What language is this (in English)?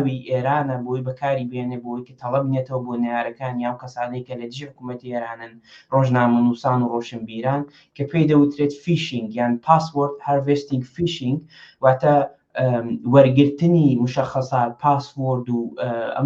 Central Kurdish